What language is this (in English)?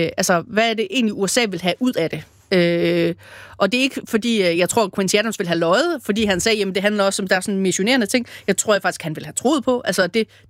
Danish